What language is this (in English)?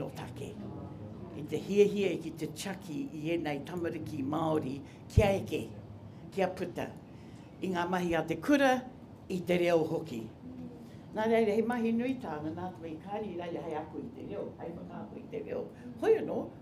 Māori